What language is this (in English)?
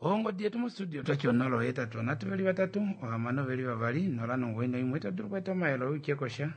Kuanyama